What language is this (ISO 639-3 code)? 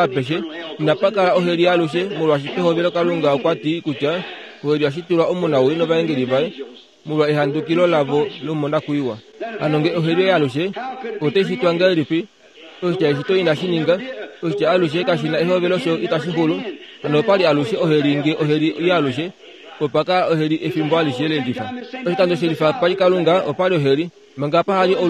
kua